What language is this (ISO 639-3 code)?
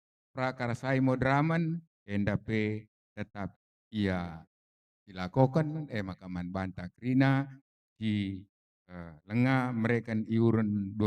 btx